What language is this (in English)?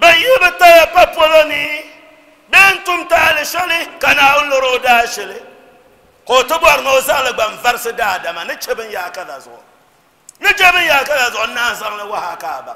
Dagbani